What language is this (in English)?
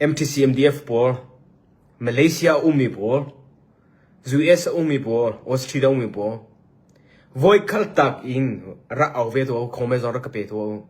Hakha Chin